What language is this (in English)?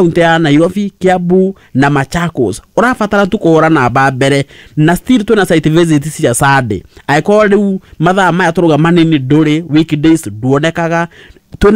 Kikuyu